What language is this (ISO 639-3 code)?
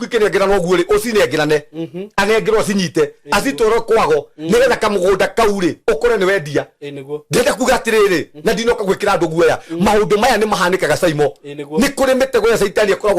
kik